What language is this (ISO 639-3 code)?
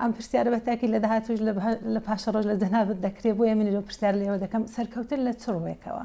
ckb